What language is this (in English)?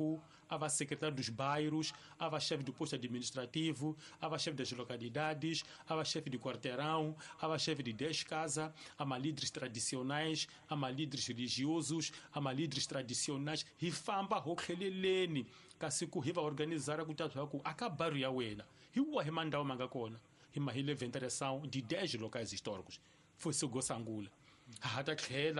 Tsonga